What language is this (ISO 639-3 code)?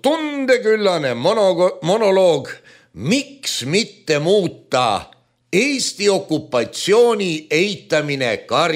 est